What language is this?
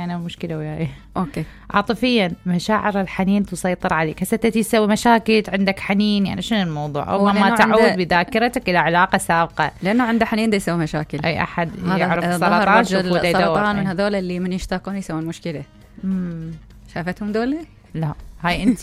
Mesopotamian Arabic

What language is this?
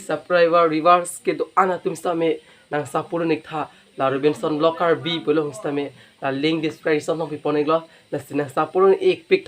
Karbi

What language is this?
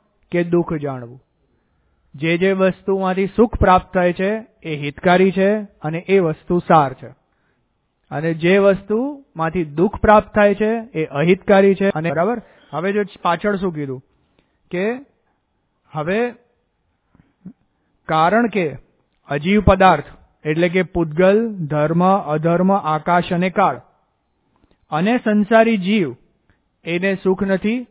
Gujarati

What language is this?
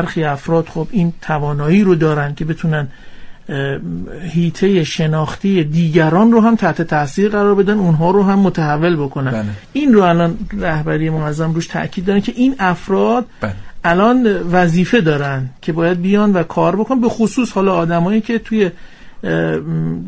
Persian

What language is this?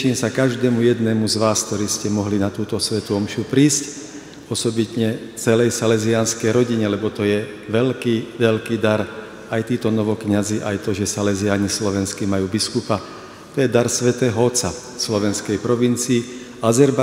Slovak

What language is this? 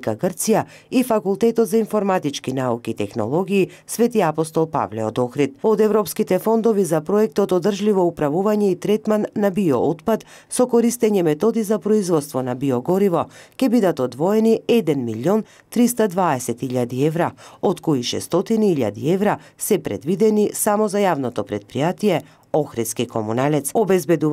Macedonian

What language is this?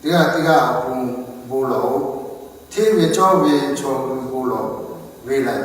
Lahu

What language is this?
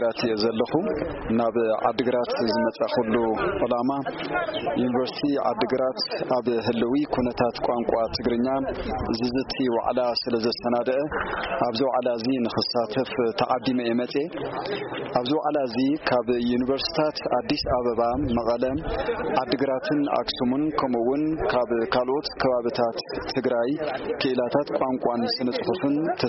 Tigrinya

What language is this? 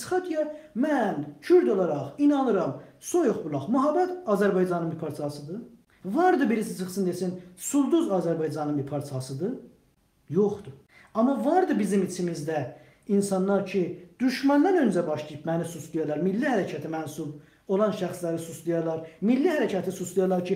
South Azerbaijani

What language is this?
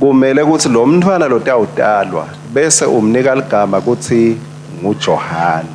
Swati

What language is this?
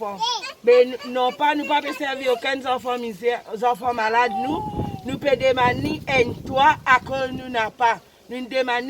Morisyen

